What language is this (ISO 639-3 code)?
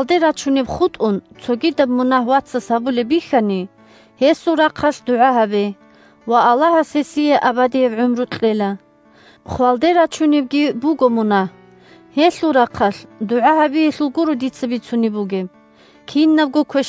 ava